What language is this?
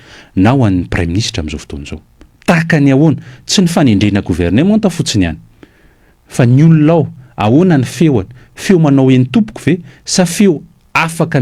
Malagasy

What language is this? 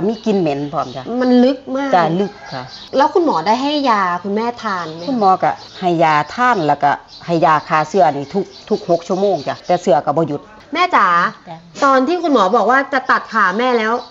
Northeastern Thai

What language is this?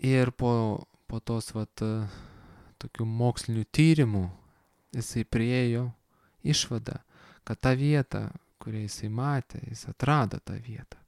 Lithuanian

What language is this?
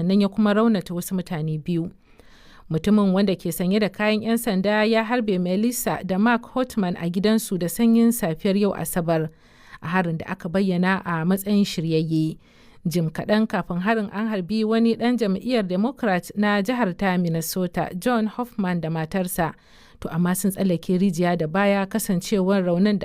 Hausa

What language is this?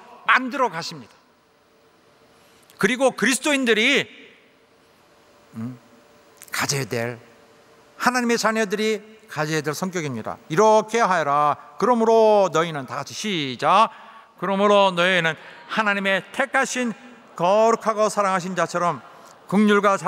Korean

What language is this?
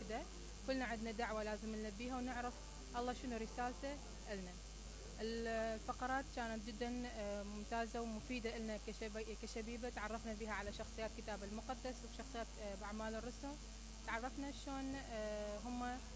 Mesopotamian Arabic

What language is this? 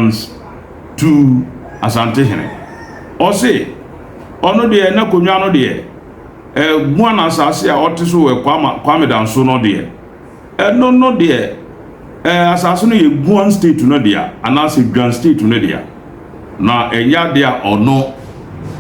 Akan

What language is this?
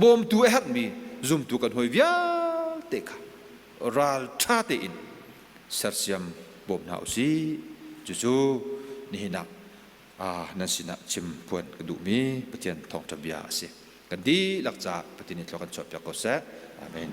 Hakha Chin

